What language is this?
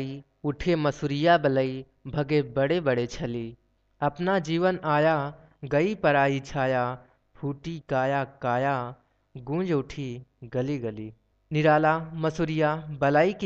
Hindi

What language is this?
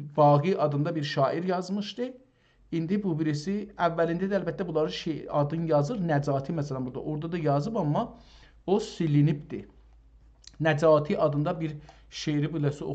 South Azerbaijani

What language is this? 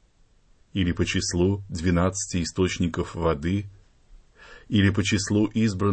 Russian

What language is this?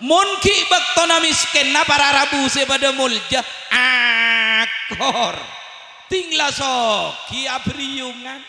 Madurese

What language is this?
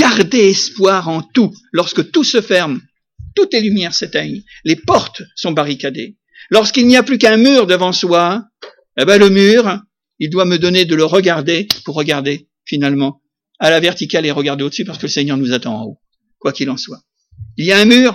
French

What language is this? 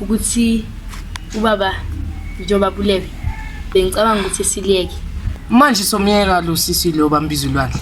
Zulu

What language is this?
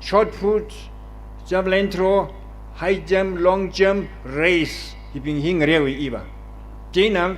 Tangkhul Naga (India)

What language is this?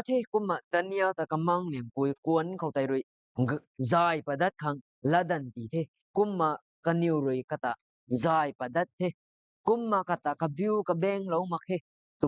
Rongmei Naga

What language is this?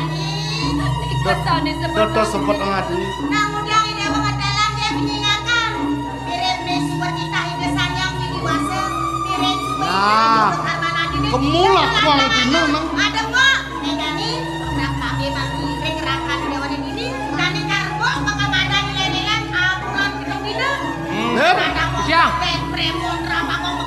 Balinese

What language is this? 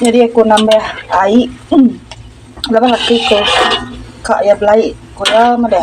Iban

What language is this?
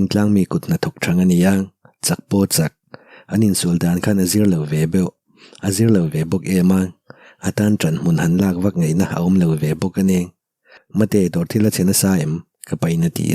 Mizo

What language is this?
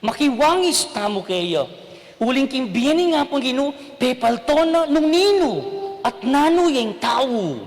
Pampanga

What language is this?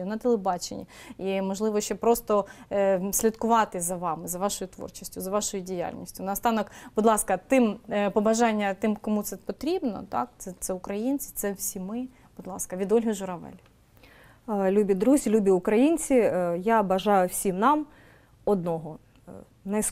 Ukrainian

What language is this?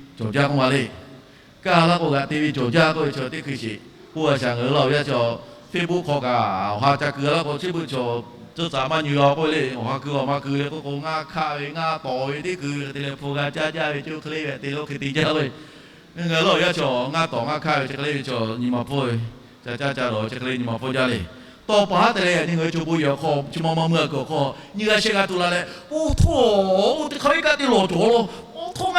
Lahu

